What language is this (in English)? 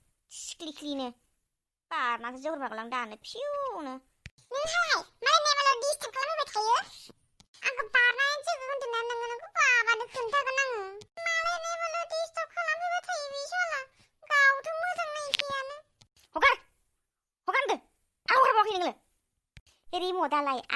Bodo